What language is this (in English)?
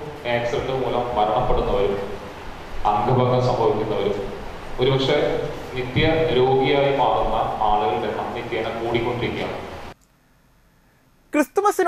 Malayalam